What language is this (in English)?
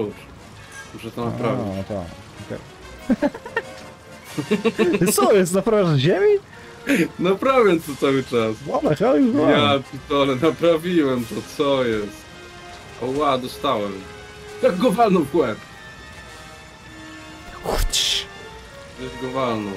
Polish